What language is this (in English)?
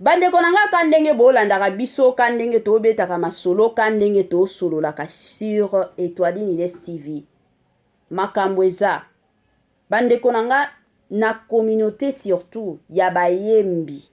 Lingala